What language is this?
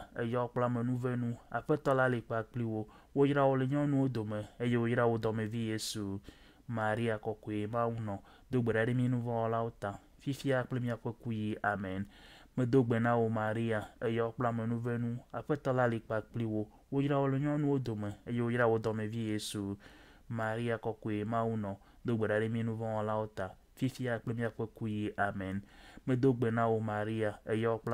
Ewe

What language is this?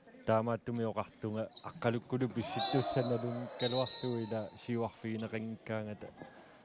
Kalaallisut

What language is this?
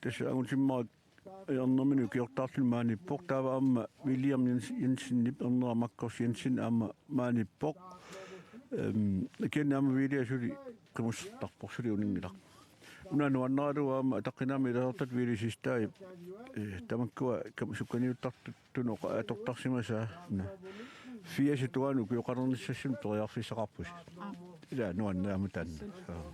Kalaallisut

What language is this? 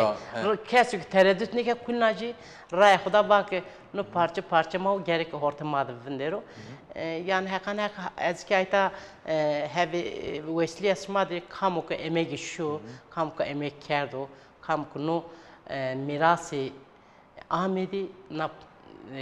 Zaza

